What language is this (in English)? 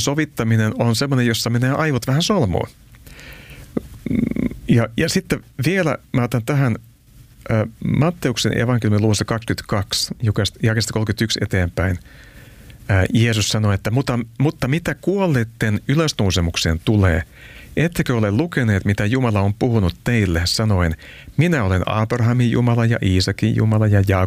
Finnish